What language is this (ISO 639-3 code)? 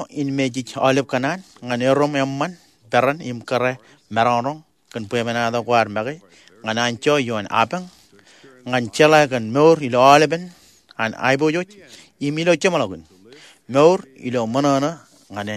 mah